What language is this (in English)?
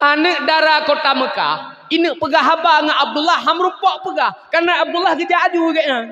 Achinese